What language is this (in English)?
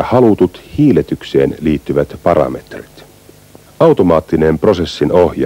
Finnish